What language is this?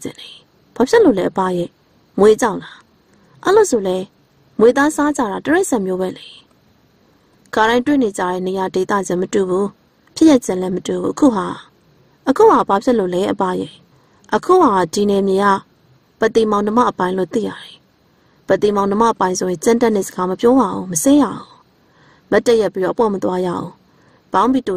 Burmese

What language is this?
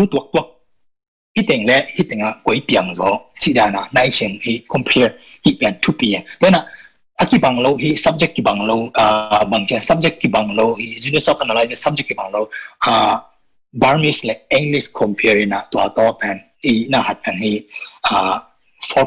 Tedim Chin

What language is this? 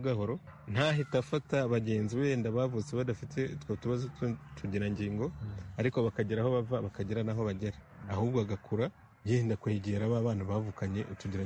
Kinyarwanda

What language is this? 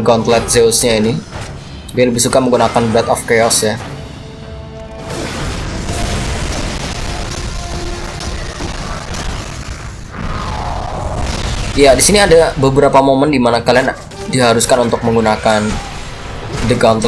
Indonesian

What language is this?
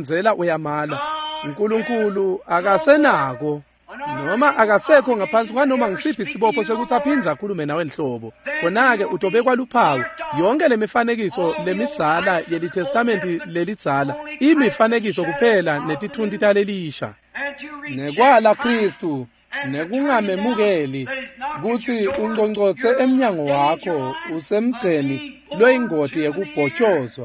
Swati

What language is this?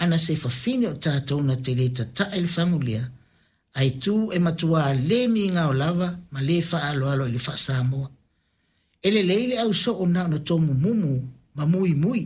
Samoan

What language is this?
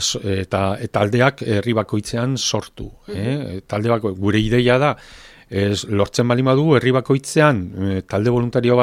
Basque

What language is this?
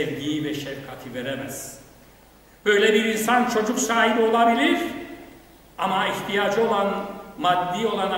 Turkish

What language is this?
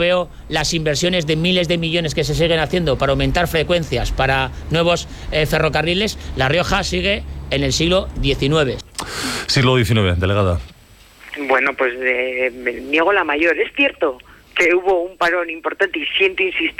Spanish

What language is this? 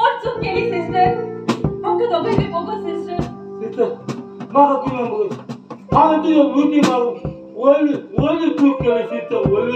Konkani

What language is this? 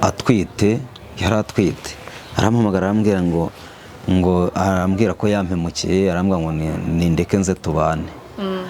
Kinyarwanda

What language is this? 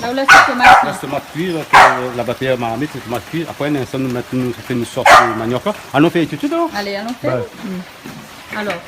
Réunion Creole French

